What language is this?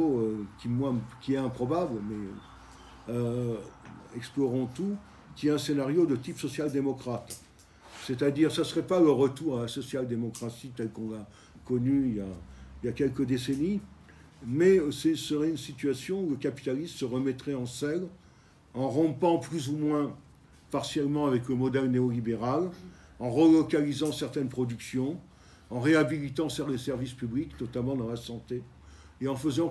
French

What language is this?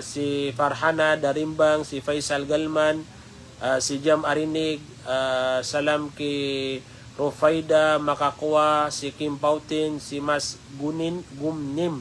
Maranao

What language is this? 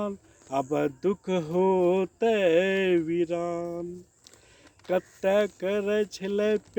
Angika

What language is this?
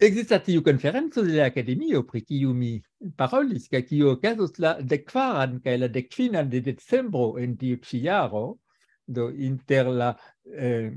Esperanto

